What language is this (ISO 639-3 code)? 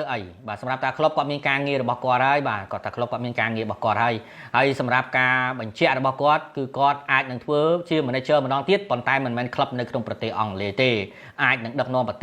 khm